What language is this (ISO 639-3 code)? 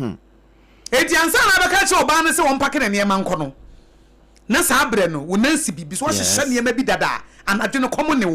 aka